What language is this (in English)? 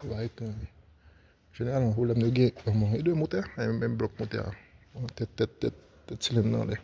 Haitian Creole